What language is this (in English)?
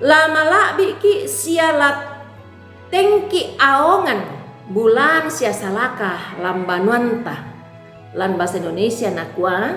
Toraja-Sa'dan